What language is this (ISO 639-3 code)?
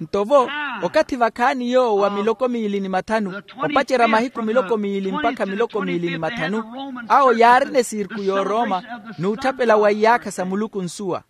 vmw